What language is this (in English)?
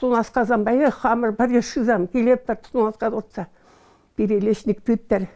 Chuvash